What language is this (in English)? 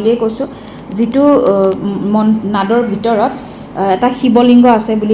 Assamese